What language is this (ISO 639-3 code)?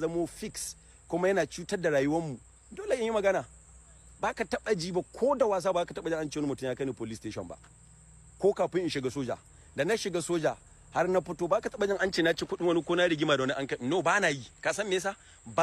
hau